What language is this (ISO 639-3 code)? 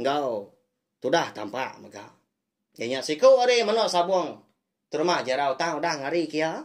iba